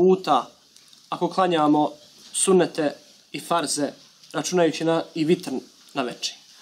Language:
Bosnian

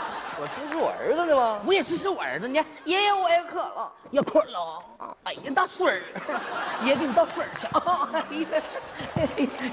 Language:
Chinese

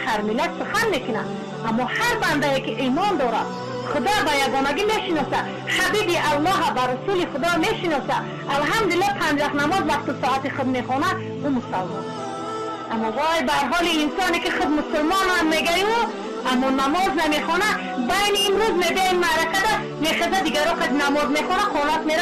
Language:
Tajik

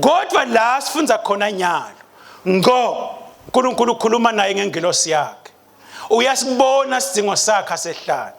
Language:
Swati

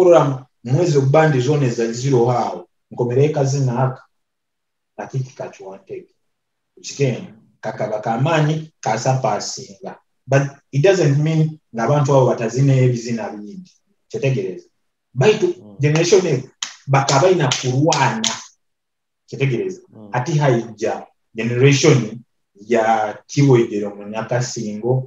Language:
Nyoro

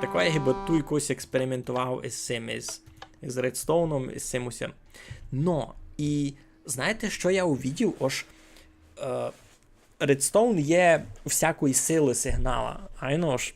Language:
Rusyn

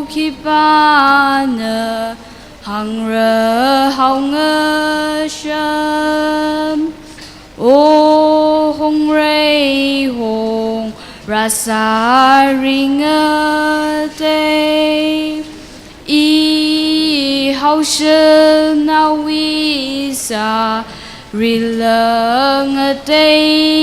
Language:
Tangkhul Naga (India)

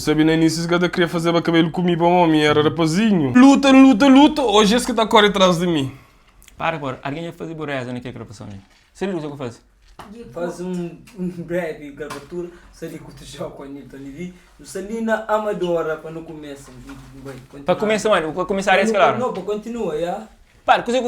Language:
Kabuverdianu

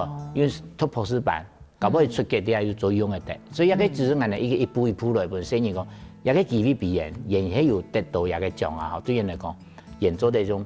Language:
Hakka Chinese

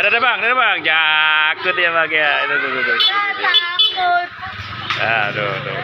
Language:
Betawi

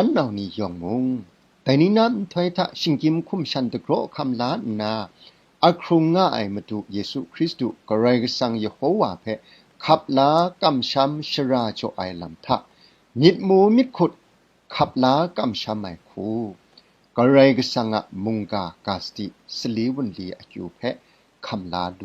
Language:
Kachin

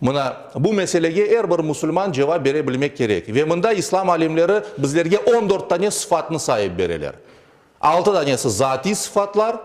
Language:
Crimean Tatar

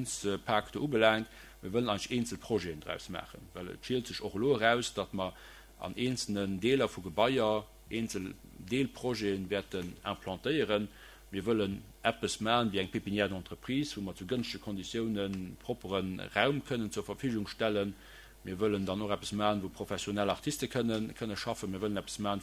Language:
Luxembourgish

